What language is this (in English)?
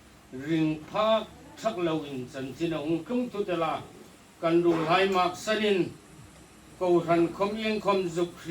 Hmar